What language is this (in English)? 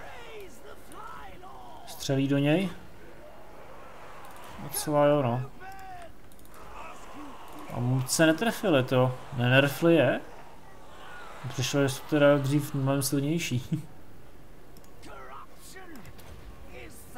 Czech